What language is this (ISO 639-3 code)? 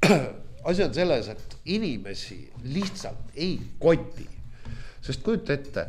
est